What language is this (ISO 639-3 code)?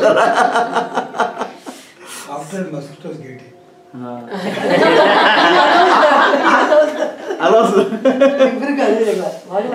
kan